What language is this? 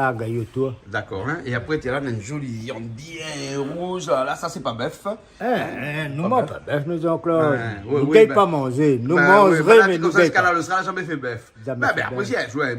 Réunion Creole French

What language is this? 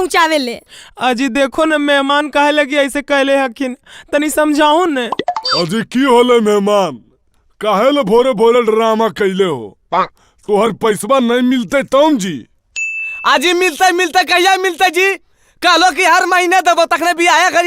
Magahi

